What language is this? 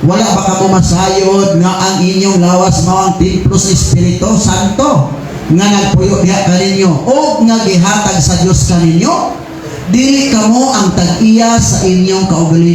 Cebuano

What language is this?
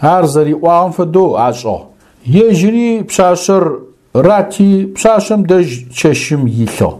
Adyghe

